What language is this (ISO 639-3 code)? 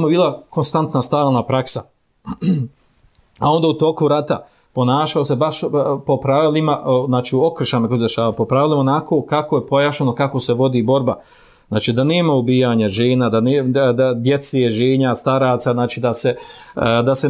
bos